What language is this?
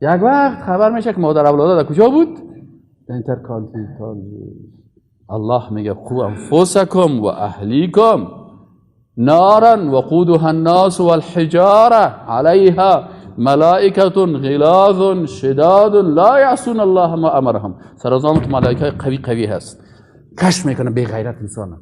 Persian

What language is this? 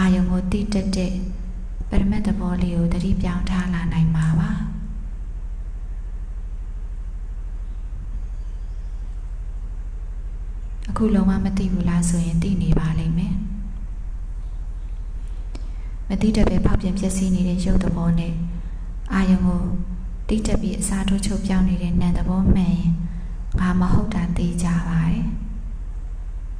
Burmese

